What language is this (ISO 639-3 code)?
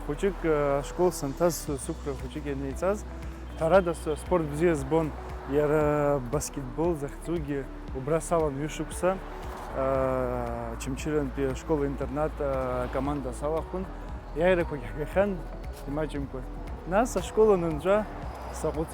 abk